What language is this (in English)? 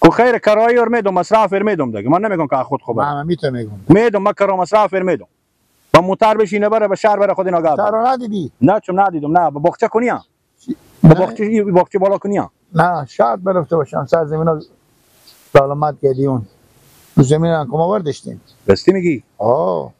Persian